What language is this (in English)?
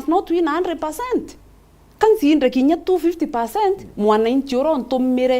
Meru